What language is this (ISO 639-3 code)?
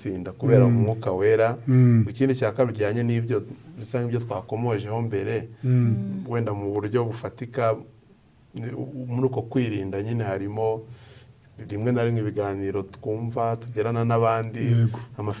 kin